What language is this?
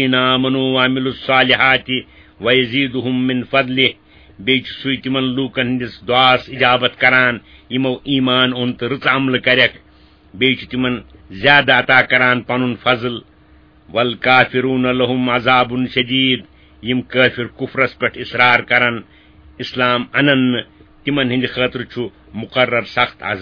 Kashmiri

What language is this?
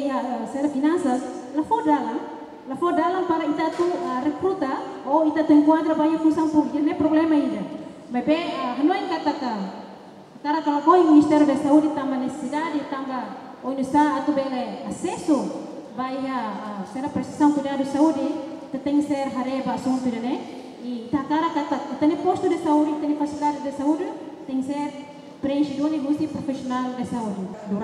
Tetum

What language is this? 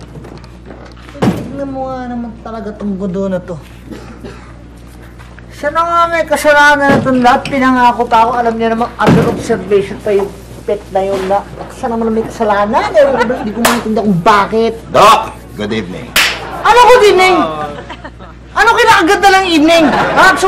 Filipino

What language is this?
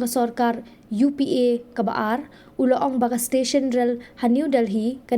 Khasi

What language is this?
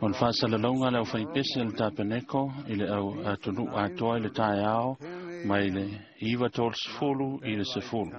Samoan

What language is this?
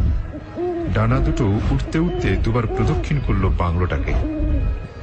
Bangla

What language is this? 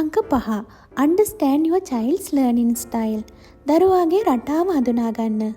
Sinhala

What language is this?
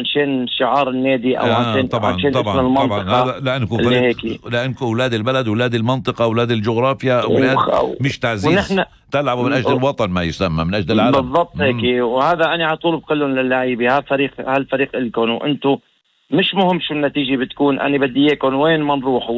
North Levantine Arabic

